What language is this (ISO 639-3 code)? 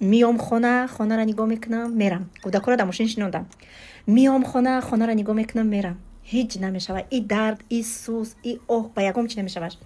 tgk